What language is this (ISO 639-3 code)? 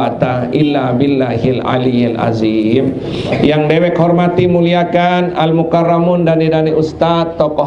sas